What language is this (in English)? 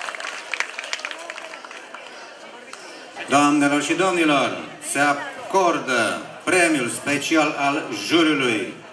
Romanian